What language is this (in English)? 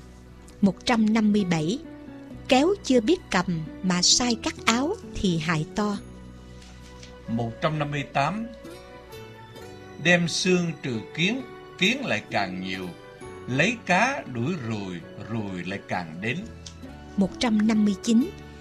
Vietnamese